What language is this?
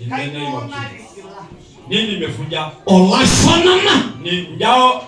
Masai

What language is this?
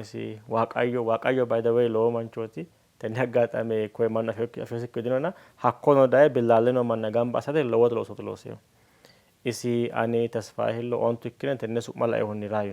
Sidamo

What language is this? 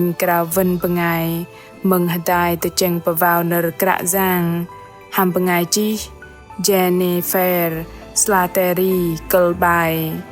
Bahnar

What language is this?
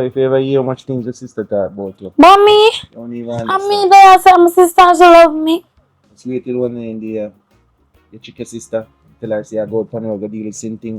Jamaican Creole English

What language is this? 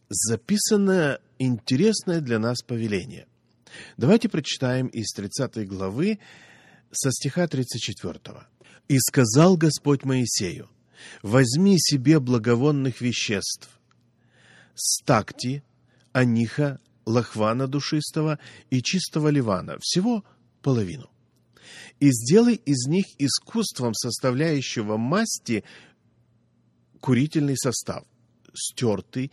Russian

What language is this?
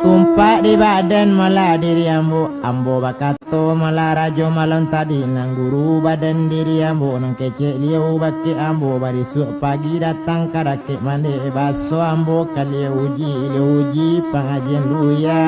Minangkabau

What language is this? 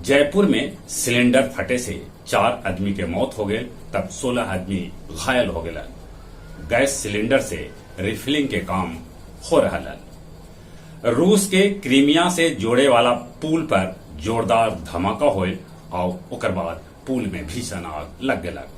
Magahi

